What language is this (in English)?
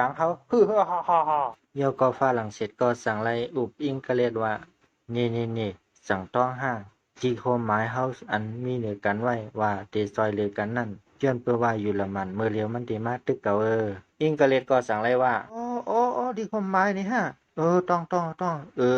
Shan